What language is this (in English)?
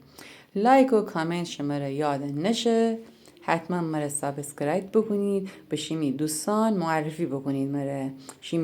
Gilaki